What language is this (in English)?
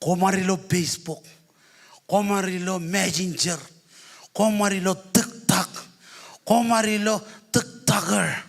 Marshallese